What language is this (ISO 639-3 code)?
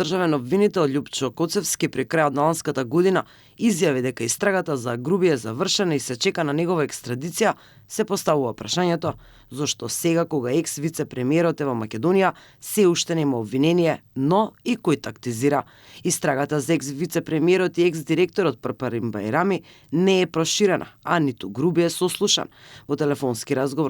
mkd